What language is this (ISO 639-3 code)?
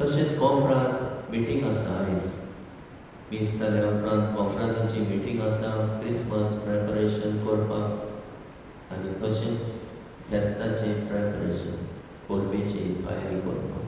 kok